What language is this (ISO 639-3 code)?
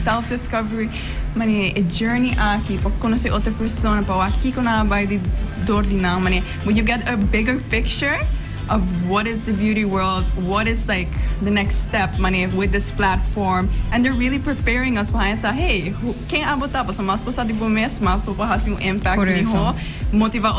pap